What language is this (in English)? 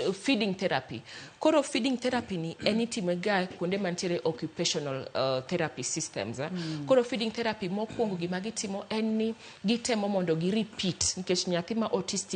Luo (Kenya and Tanzania)